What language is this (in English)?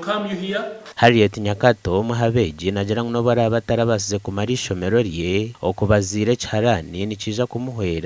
Nyankole